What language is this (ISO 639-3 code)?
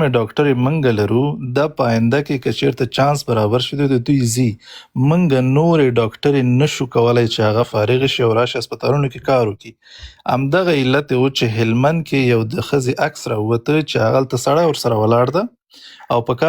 pus